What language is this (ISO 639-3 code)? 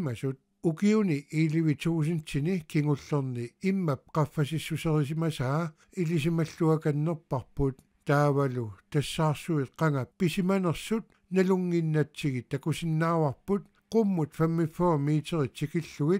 kal